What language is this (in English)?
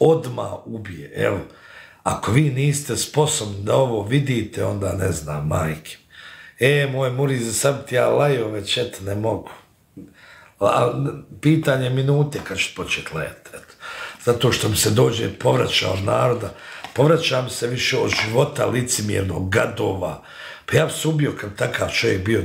Bosnian